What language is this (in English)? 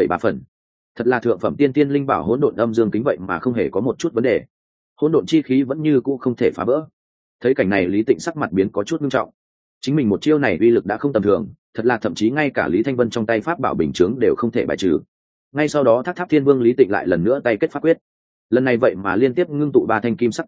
Vietnamese